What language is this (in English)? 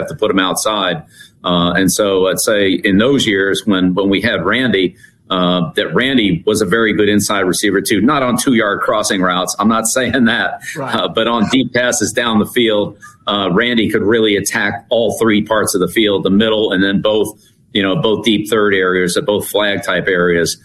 English